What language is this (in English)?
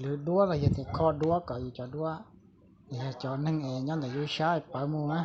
Hmong